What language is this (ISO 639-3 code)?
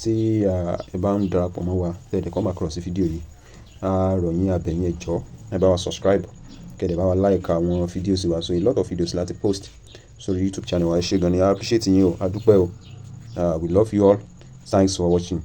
yor